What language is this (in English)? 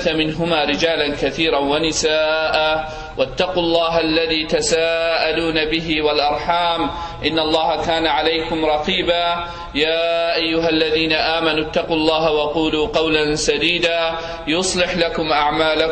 Kurdish